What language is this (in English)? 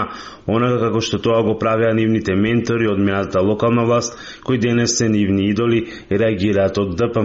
Macedonian